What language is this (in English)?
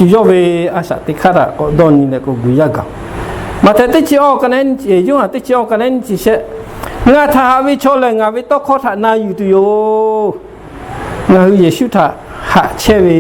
Lahu